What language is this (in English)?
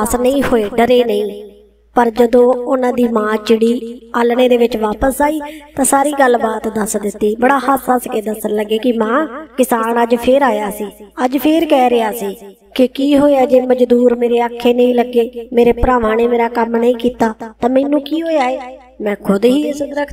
Punjabi